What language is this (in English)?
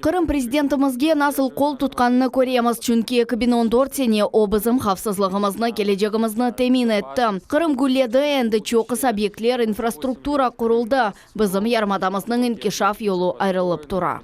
Crimean Tatar